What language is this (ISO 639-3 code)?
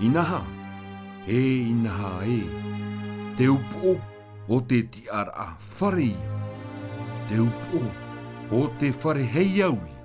tah